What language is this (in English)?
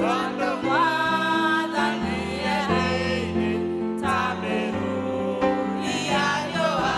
Kikuyu